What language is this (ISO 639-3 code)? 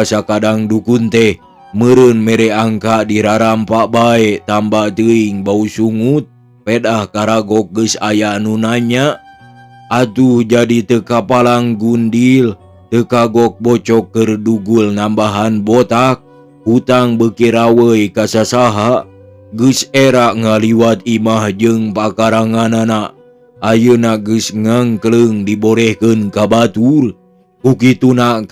sun